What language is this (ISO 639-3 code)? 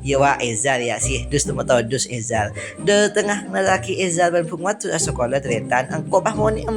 mad